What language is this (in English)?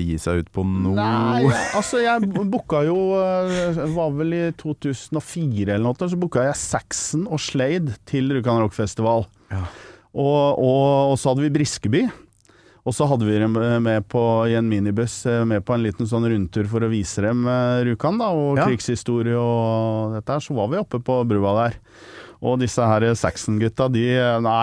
Norwegian